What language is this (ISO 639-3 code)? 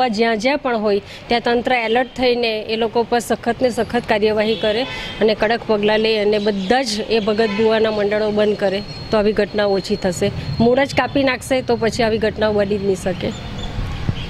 guj